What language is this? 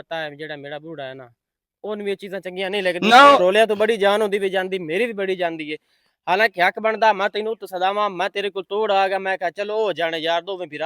Western Panjabi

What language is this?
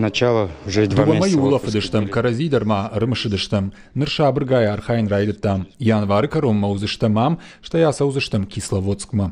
Ossetic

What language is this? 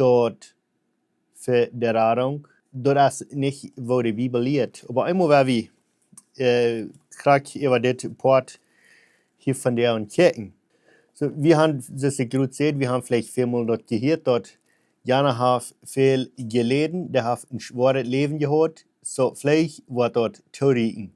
Plautdietsch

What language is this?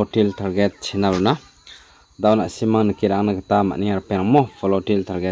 Garo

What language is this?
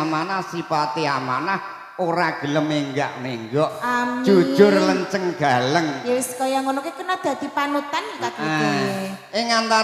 Javanese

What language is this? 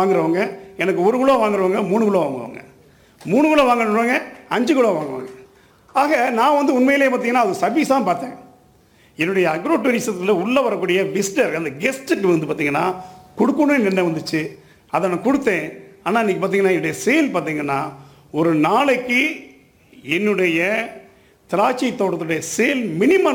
Tamil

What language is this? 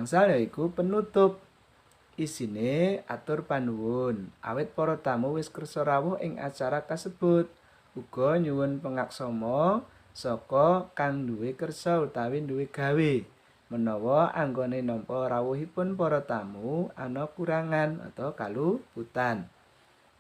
Javanese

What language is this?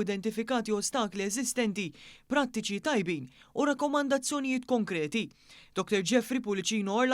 Maltese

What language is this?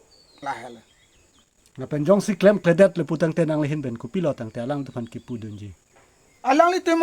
Karbi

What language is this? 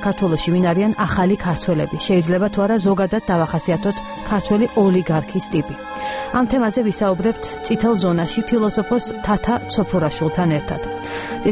Georgian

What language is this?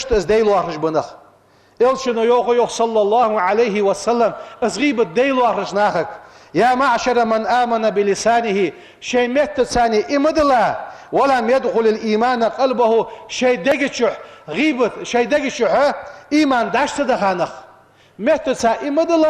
Ingush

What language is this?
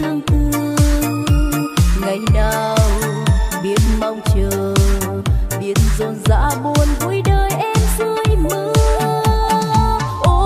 Vietnamese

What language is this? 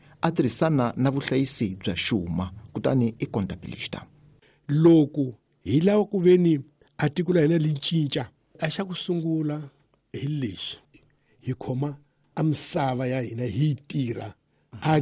Tsonga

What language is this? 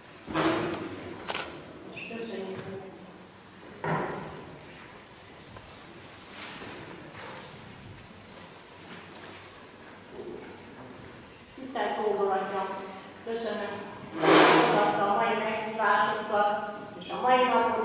Hungarian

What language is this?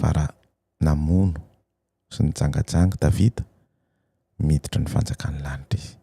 Malagasy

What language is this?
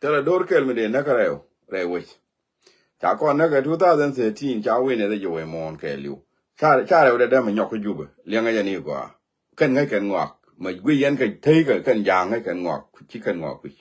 Nuer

